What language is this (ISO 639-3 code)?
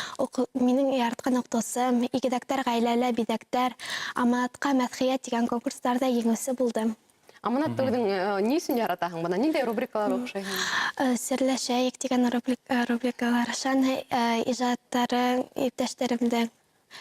bak